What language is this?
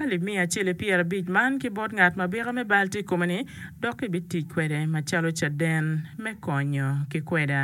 Acoli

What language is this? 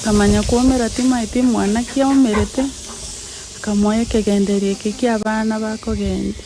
Gusii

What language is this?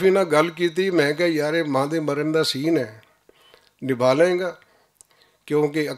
Western Panjabi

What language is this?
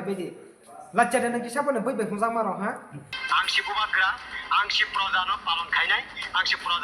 Kok Borok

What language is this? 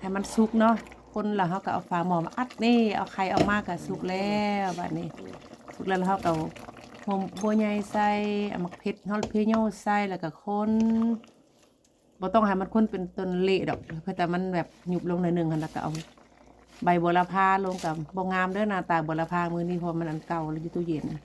Lao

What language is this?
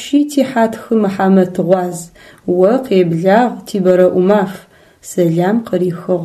Adyghe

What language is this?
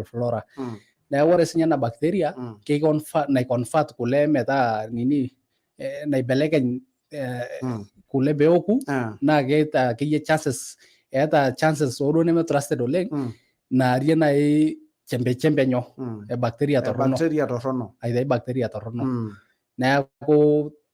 Masai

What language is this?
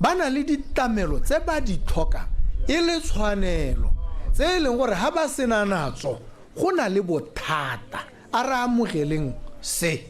Tswana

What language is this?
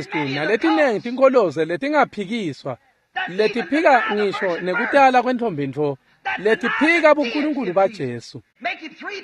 Swati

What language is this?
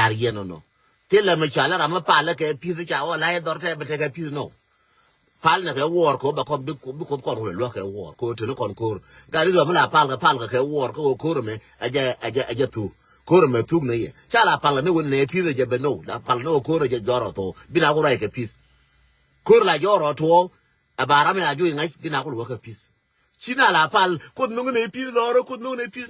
Nuer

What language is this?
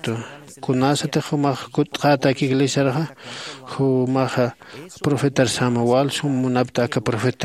Aymara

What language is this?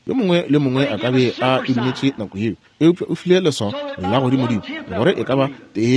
Northern Sotho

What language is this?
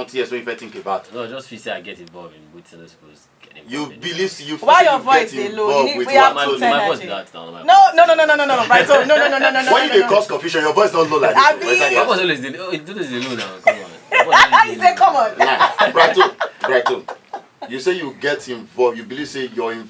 Nigerian Pidgin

